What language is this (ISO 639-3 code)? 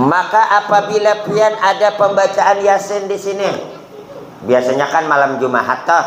bjn